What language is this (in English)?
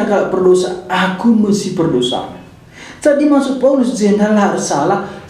Batak Karo